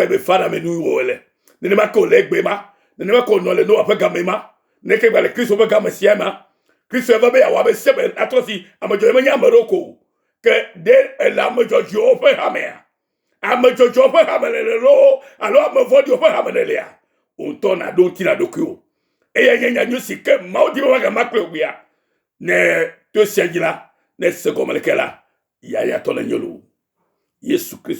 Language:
Ewe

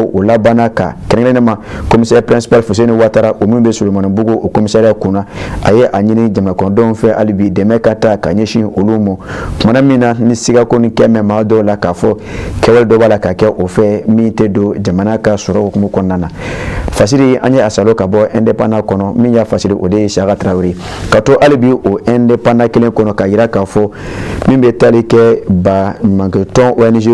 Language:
Bambara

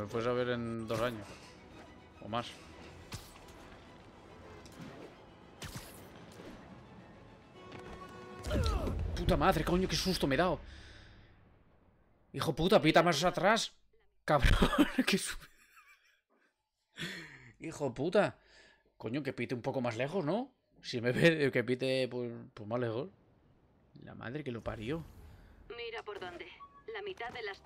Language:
Spanish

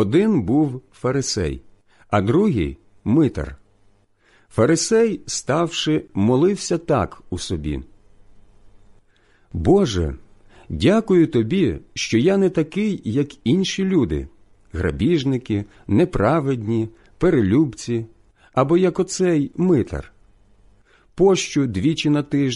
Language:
Ukrainian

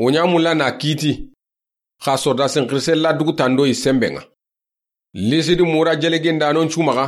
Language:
Soninke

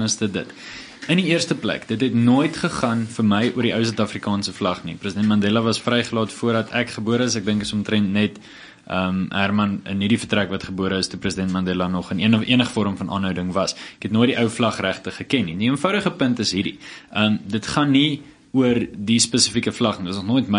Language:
Afrikaans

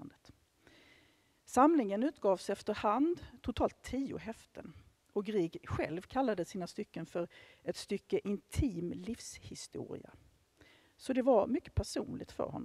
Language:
Swedish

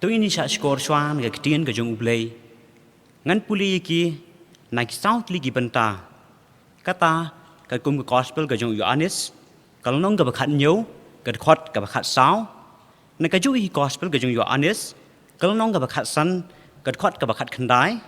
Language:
Khasi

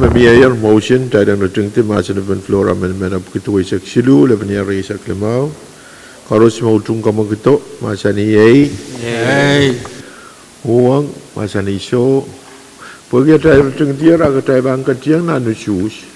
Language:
Pohnpeian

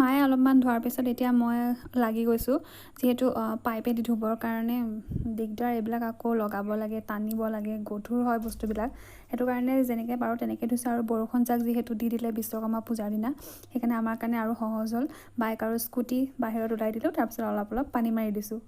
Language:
Assamese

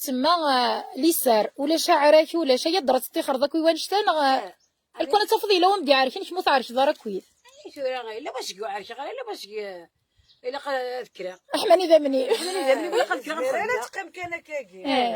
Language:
Kabyle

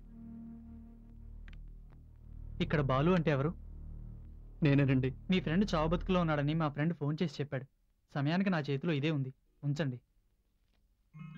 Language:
Telugu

